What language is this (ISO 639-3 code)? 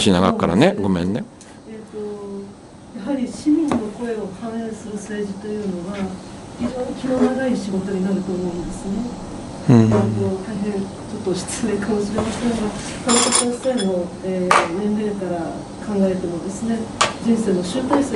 jpn